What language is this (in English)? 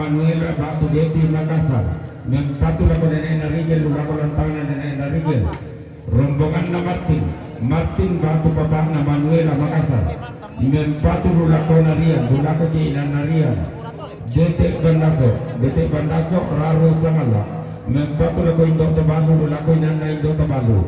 Toraja-Sa'dan